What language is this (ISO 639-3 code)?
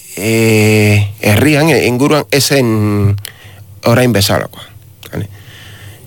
eus